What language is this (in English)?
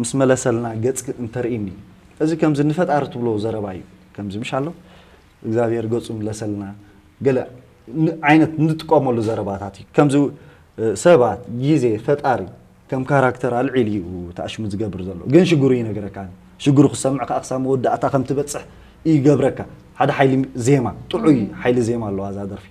Tigrinya